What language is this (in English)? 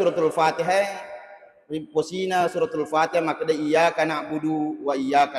Buginese